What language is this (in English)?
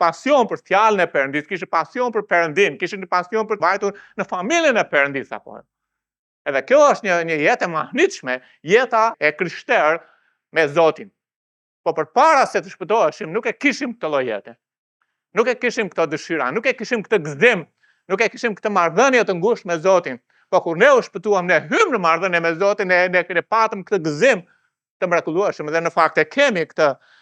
Albanian